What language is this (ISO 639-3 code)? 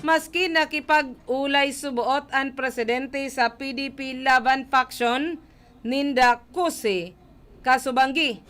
bik